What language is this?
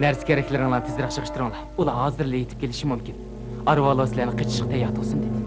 Uyghur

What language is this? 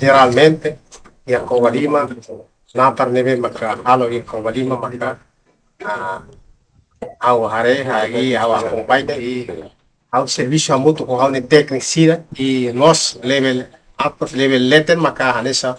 Tetum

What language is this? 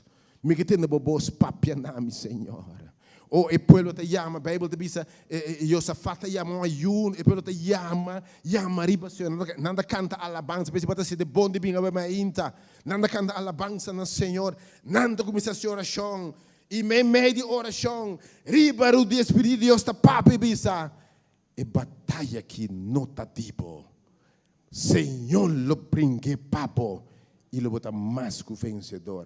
Papiamento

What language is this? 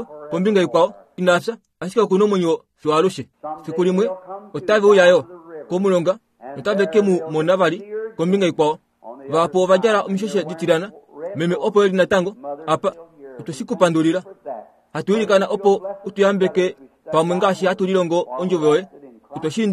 Kuanyama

